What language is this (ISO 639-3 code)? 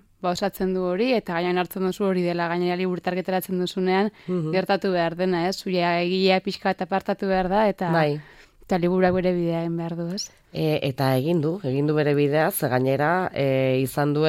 eus